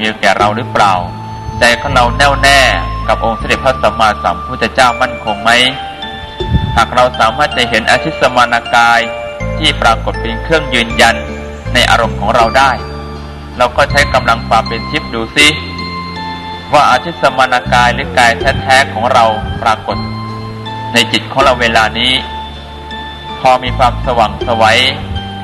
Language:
Thai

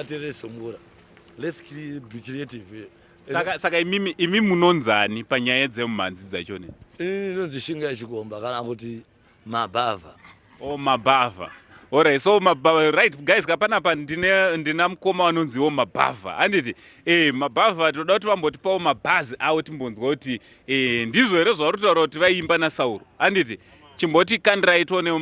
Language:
Shona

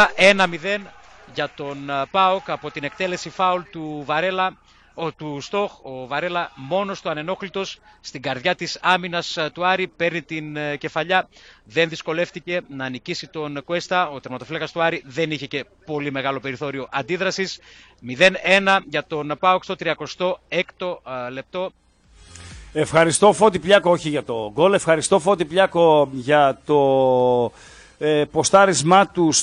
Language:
Greek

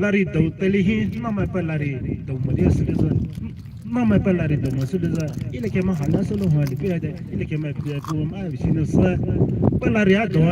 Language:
Poumei Naga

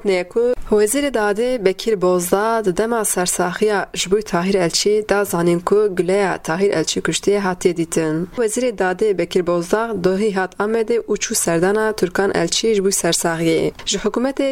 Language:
Kurdish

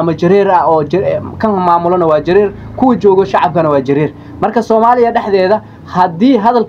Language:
Somali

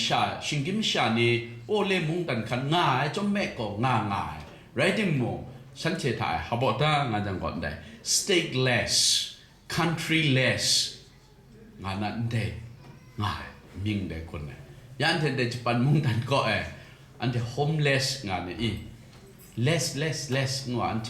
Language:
Kachin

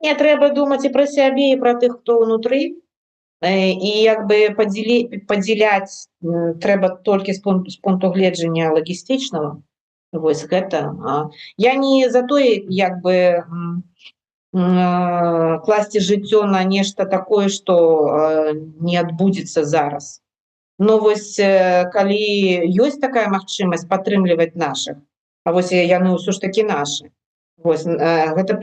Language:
Belarusian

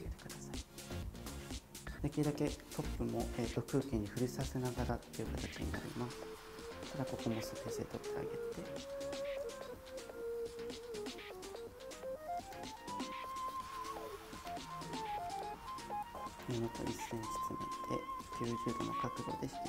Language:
Japanese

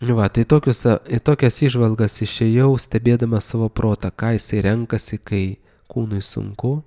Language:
Lithuanian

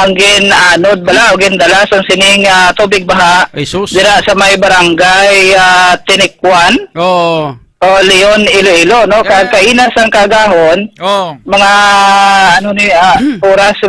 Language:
Hiligaynon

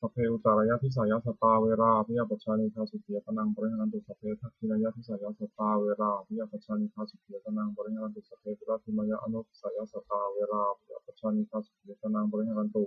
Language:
Pali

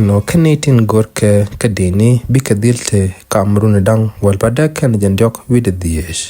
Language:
Nuer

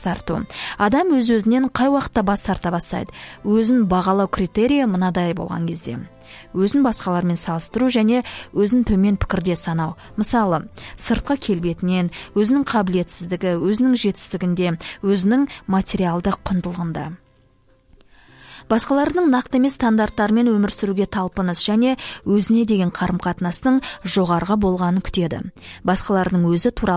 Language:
Kazakh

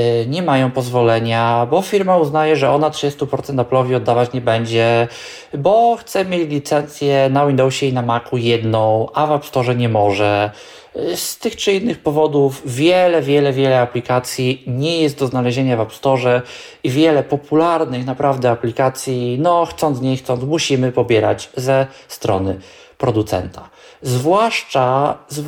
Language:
Polish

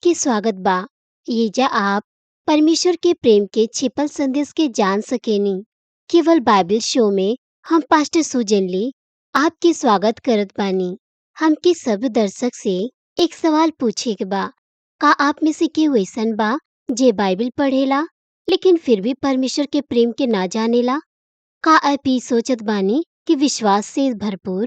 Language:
Bhojpuri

